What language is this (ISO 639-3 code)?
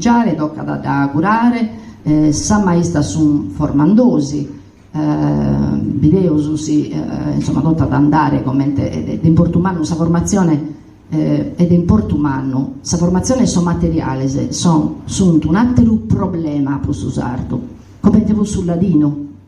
srd